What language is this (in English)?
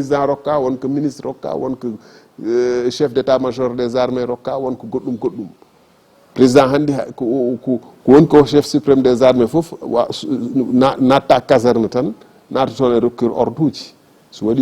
Fula